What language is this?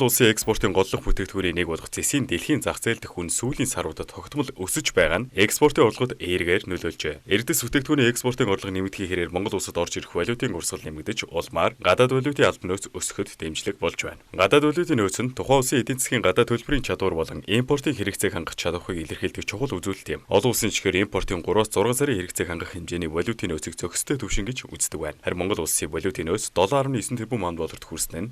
Mongolian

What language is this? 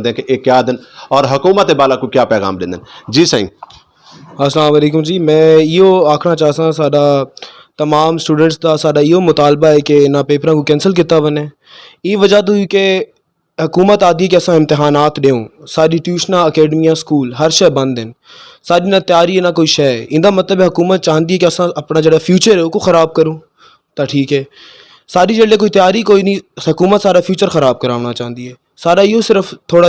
Saraiki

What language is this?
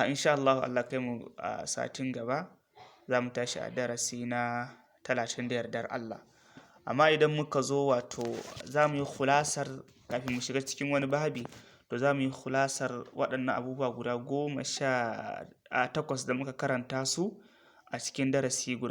Hausa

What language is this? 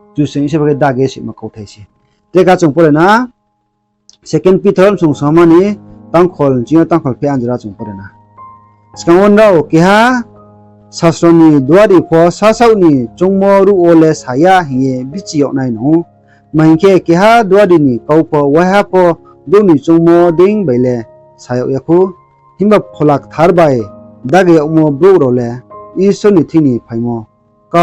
Riang (India)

